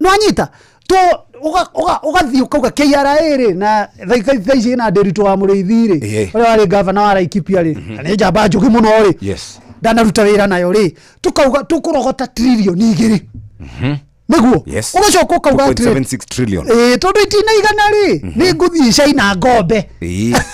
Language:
Kikuyu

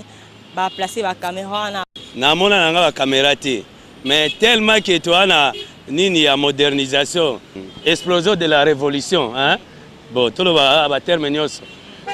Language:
Lingala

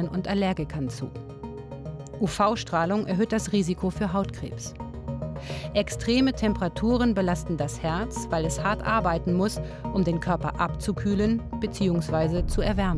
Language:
German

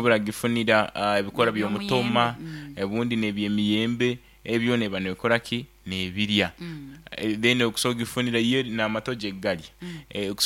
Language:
Nyankole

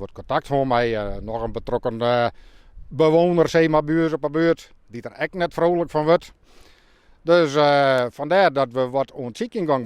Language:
Western Frisian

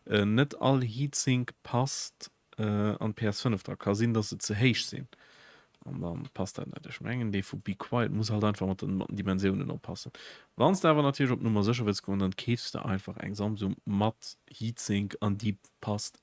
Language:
Luxembourgish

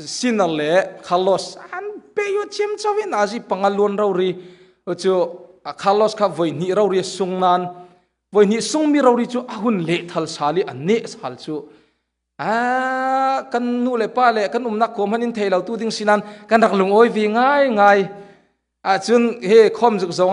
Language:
Falam Chin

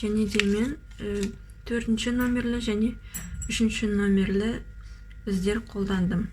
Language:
Kazakh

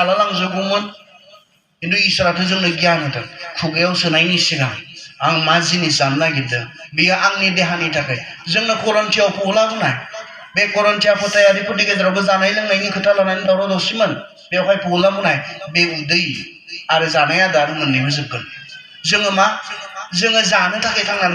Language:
Bodo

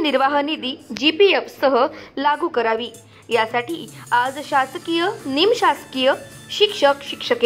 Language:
Marathi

